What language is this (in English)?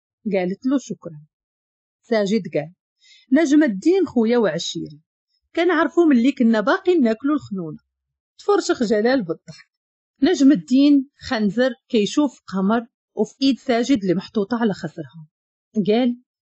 Moroccan Arabic